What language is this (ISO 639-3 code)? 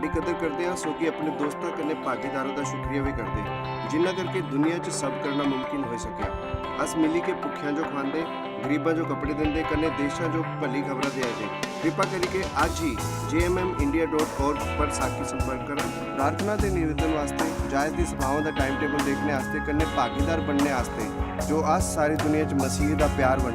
doi